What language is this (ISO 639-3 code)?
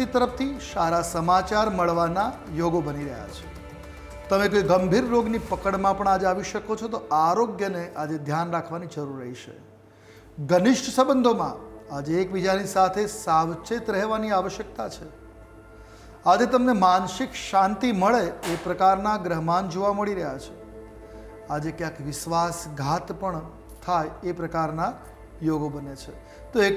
guj